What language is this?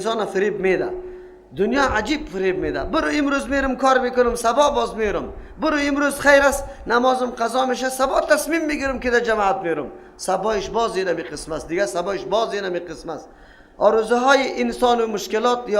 Persian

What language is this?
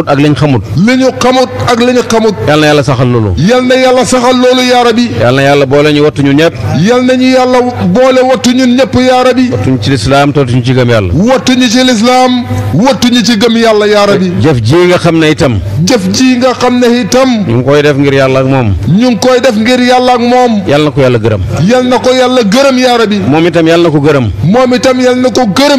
Wolof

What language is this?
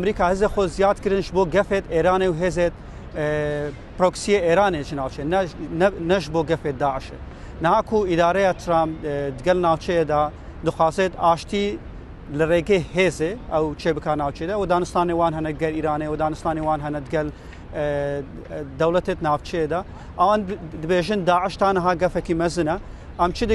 Kurdish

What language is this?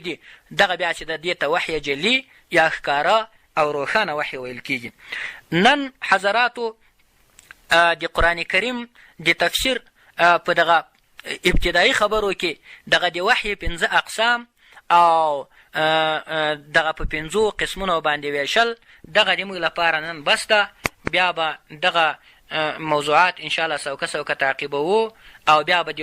Pashto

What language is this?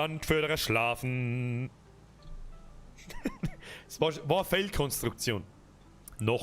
Bavarian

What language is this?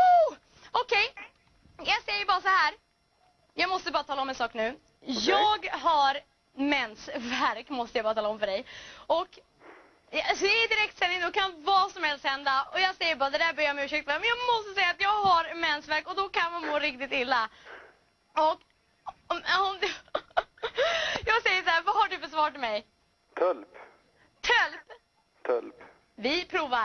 Swedish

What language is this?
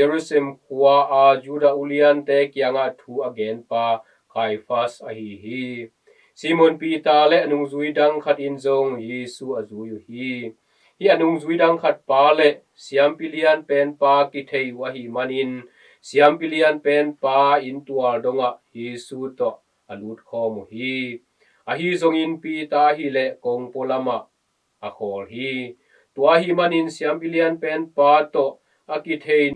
Tedim Chin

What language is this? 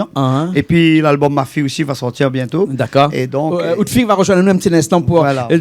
Réunion Creole French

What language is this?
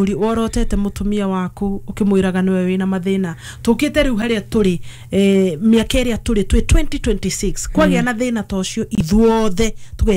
Kikuyu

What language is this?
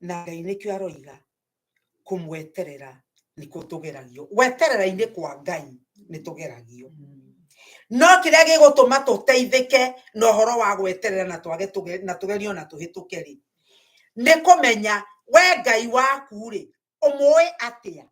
Kikuyu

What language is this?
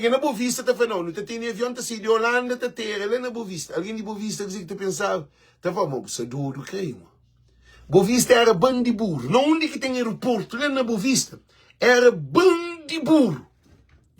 Kabuverdianu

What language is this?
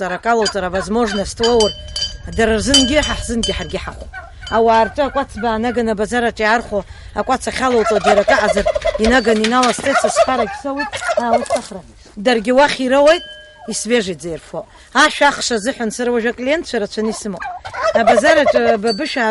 Abkhazian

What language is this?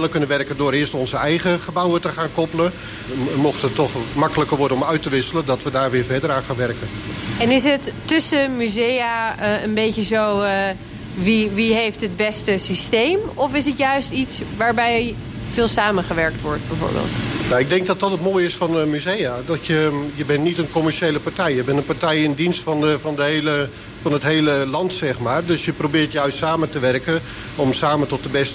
Dutch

